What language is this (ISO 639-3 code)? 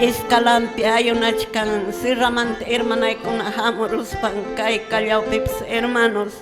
que